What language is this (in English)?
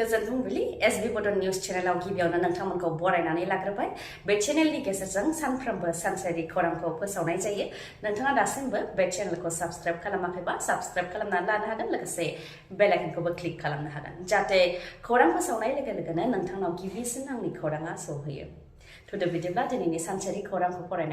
Bodo